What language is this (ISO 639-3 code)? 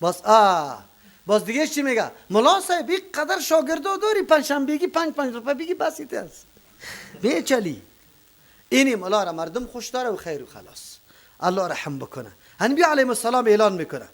fas